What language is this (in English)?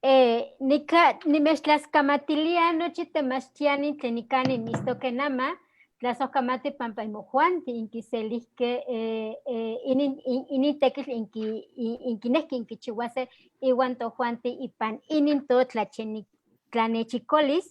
Eastern Huasteca Nahuatl